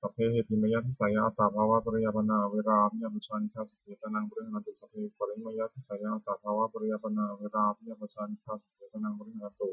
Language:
Pali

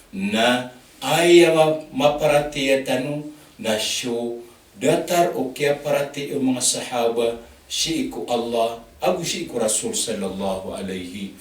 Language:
Maranao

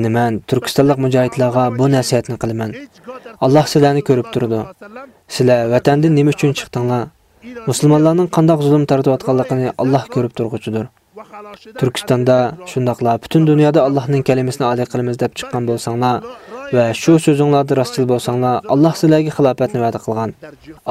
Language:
Uyghur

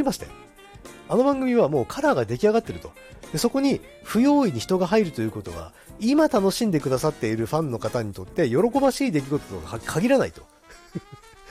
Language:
Japanese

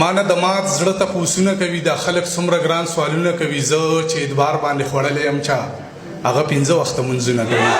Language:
Pashto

